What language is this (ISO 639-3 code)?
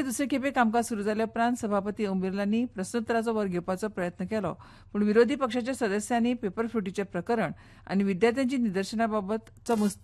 kok